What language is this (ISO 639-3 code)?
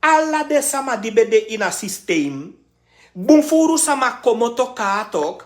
srn